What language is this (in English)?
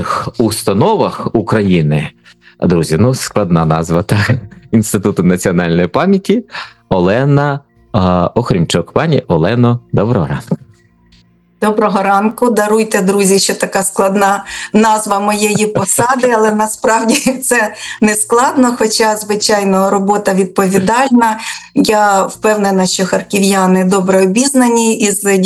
Ukrainian